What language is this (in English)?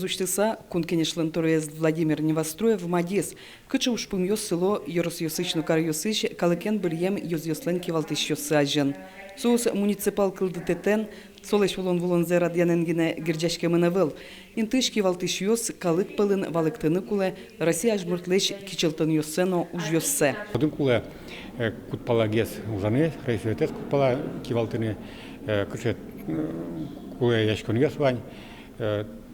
Udmurt